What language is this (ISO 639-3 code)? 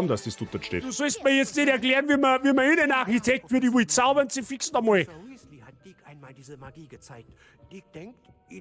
bar